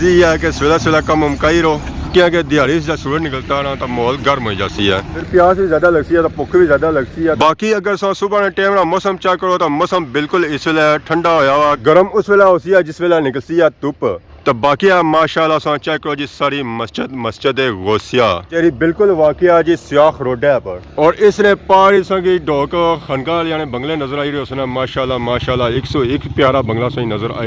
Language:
Pahari-Potwari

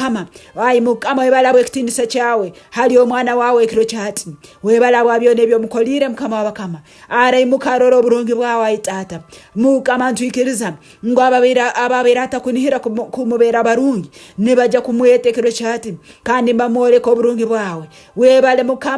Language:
Nyankole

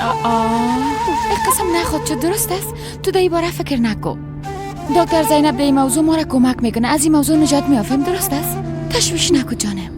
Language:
Persian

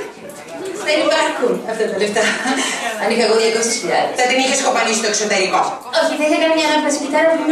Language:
Greek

